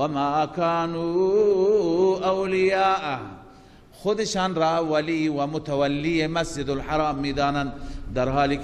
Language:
Persian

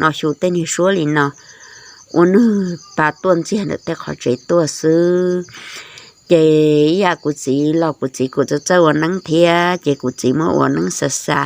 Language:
Hmong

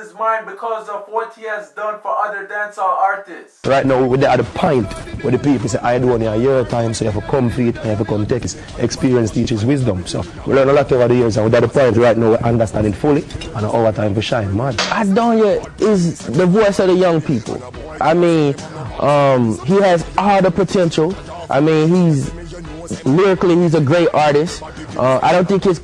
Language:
Jamaican Creole English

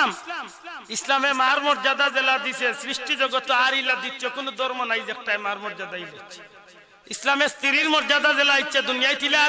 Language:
Sylheti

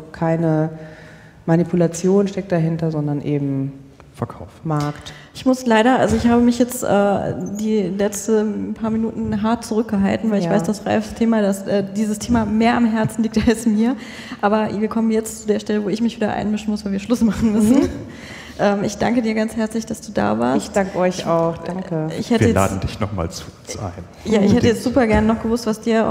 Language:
German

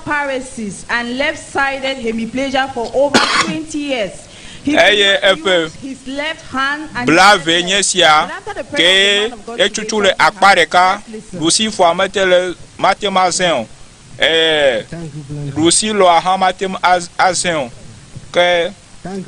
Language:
Ewe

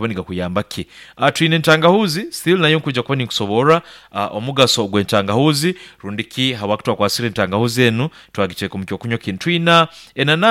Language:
Nyankole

